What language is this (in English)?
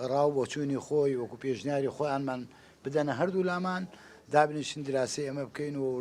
Central Kurdish